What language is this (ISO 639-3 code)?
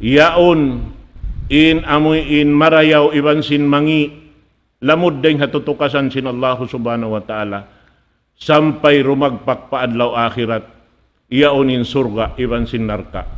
tsg